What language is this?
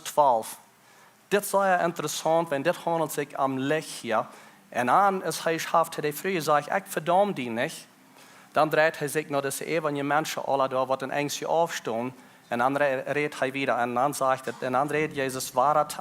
Plautdietsch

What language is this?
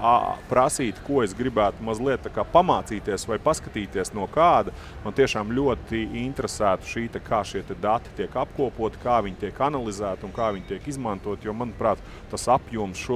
Latvian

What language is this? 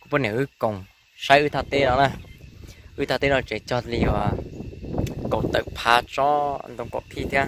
Hmong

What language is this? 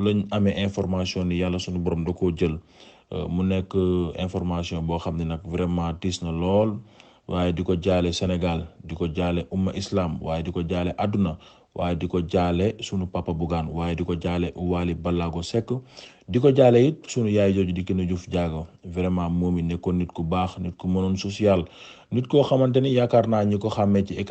Wolof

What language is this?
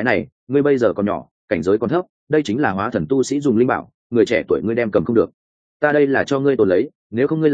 Vietnamese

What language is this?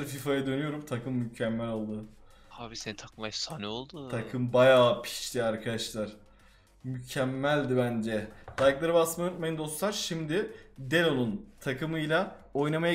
Turkish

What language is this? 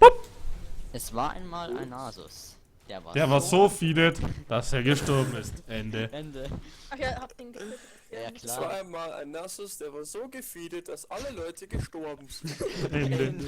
Bavarian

